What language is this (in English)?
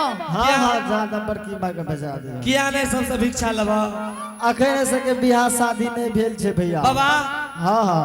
Angika